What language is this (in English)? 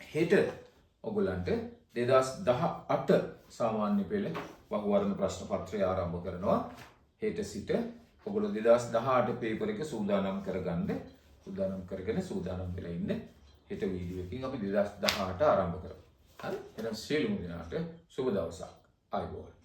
Sinhala